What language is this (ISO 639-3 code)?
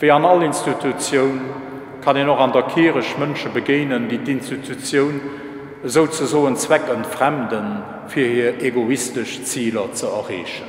ltz